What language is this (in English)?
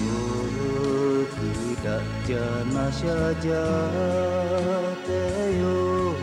Lahu